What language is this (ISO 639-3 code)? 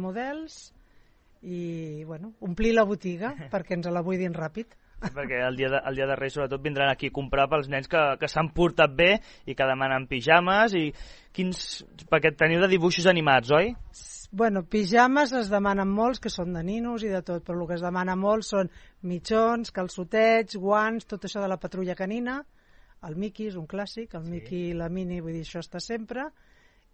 cat